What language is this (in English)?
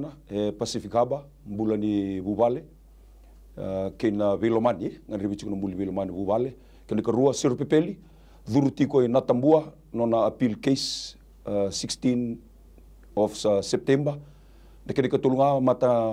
Fijian